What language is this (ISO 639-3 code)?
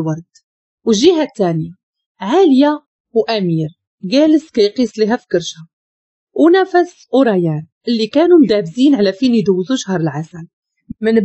ary